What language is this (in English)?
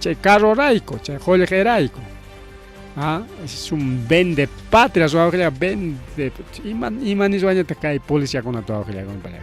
Ayacucho Quechua